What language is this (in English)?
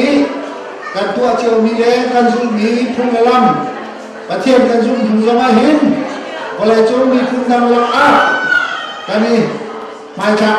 Hakha Chin